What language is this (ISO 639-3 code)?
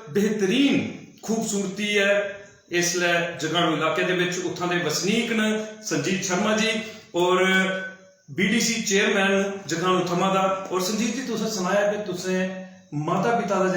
doi